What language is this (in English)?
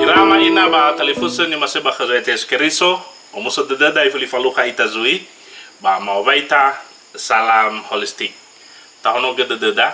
Nias